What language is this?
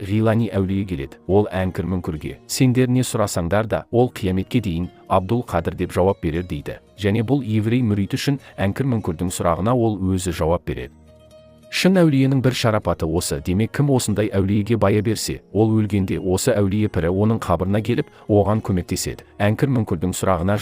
Kazakh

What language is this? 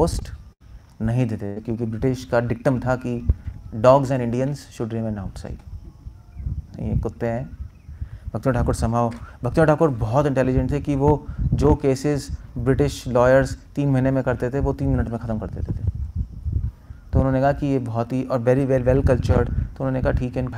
Hindi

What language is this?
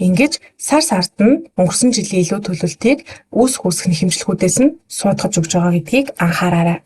Mongolian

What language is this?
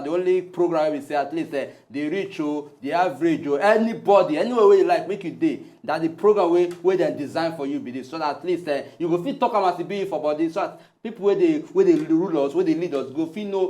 Nigerian Pidgin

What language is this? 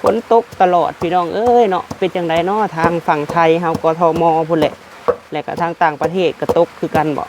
Lao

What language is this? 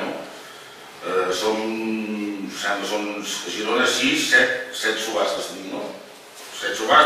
Catalan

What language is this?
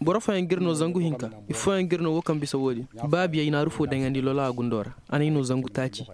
Koyraboro Senni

